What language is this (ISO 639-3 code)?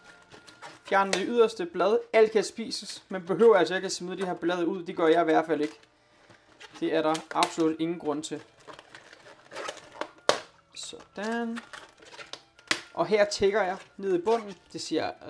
dan